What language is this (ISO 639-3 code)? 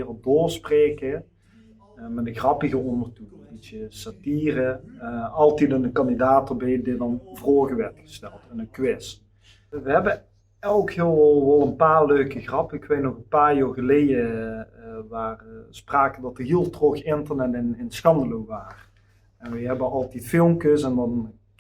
lim